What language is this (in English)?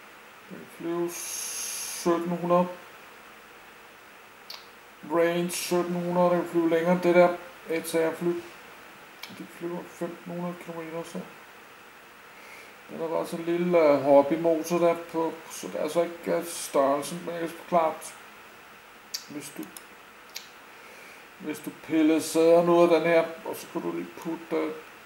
Danish